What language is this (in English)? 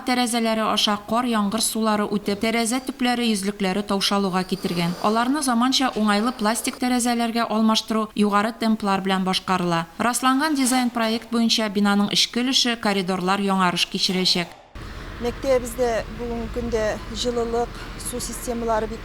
Tatar